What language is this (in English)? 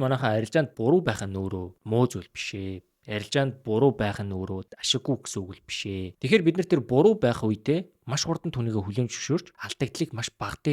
Mongolian